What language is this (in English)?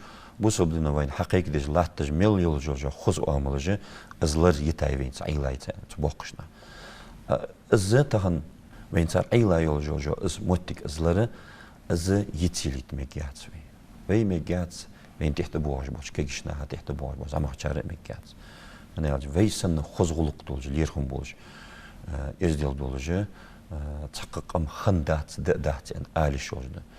Ingush